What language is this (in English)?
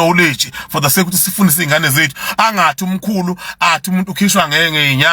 Zulu